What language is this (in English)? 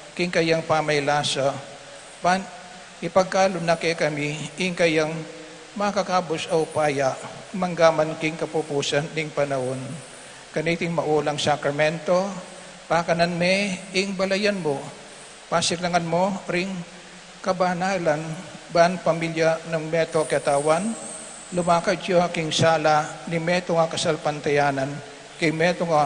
Pampanga